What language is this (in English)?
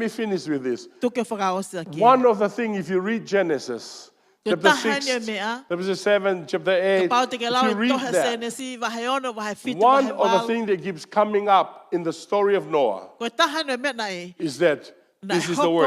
Tongan